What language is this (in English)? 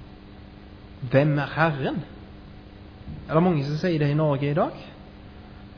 Norwegian